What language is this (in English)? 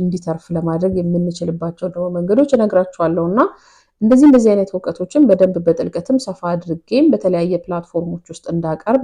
Amharic